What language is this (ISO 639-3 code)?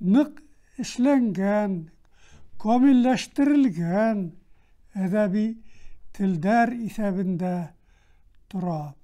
bak